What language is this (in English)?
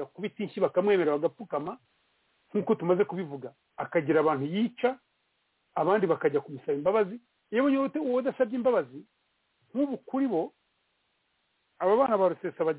Kinyarwanda